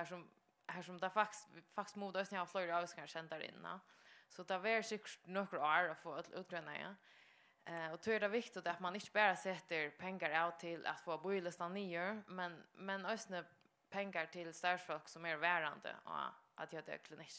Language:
Faroese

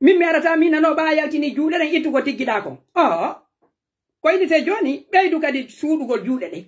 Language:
Pular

